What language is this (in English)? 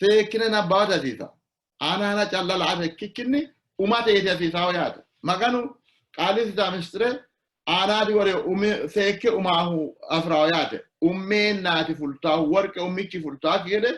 Sidamo